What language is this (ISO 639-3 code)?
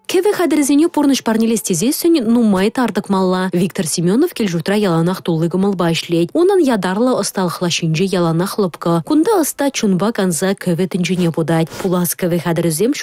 chv